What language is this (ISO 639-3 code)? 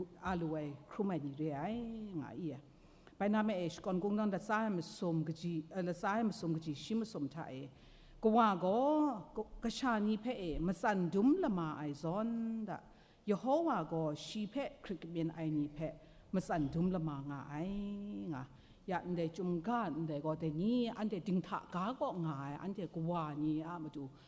kac